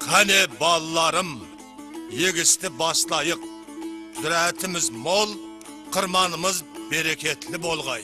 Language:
Kara-Kalpak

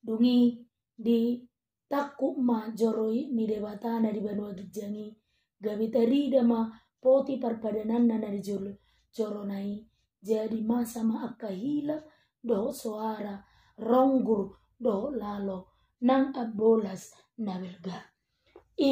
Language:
Batak Toba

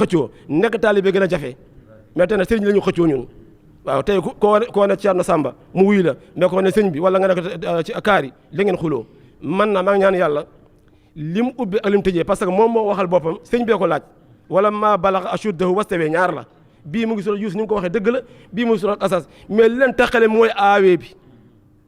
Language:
Wolof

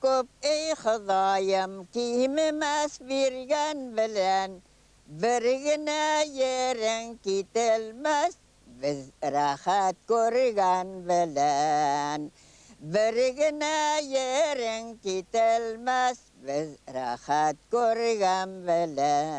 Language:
Bashkir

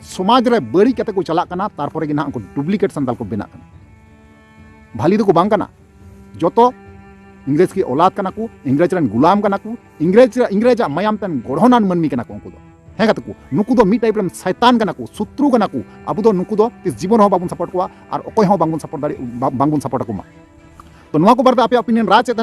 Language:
Santali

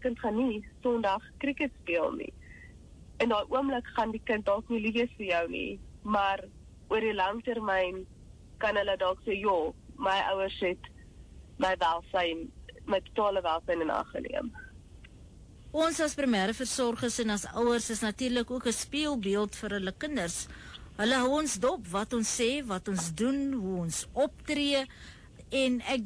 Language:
Afrikaans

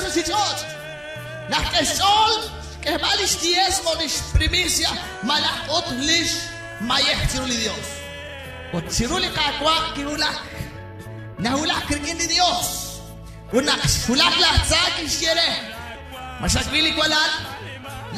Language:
Kekchí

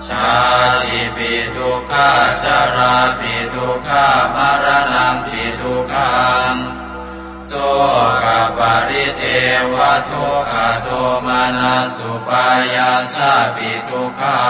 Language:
Pali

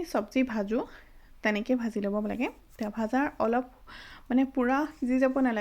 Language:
Assamese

